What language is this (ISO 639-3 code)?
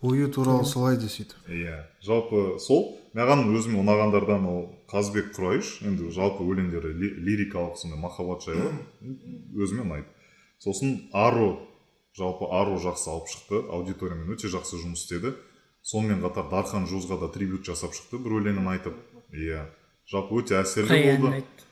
kaz